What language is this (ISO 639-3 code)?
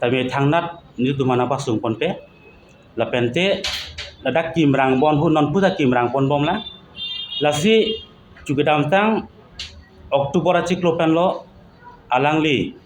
mjw